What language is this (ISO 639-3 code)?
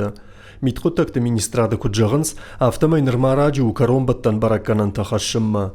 oss